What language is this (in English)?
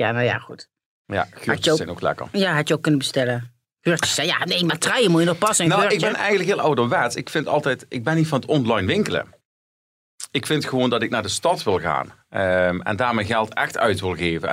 Dutch